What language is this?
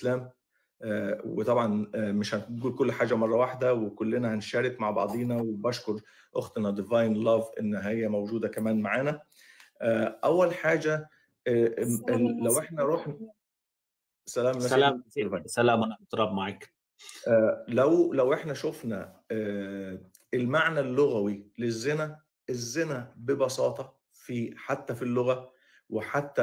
Egyptian Arabic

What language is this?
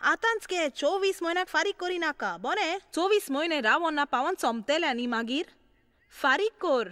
Konkani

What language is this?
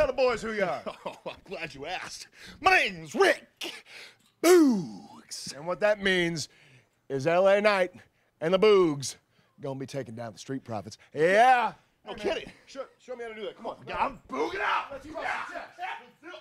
English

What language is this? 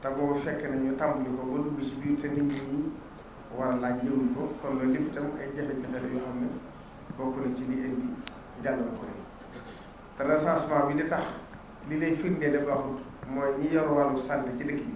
Wolof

